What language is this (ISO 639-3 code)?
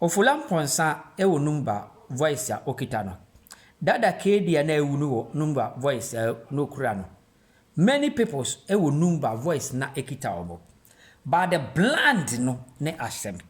aka